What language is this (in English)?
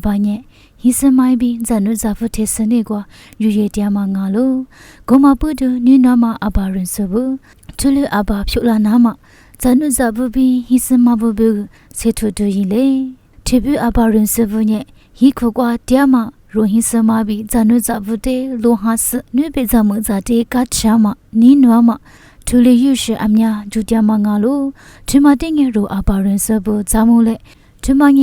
Lisu